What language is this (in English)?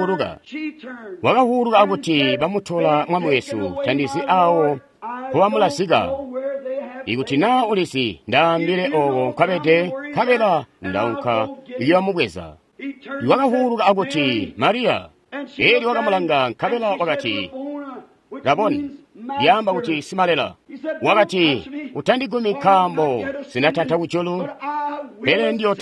Tonga (Zambia)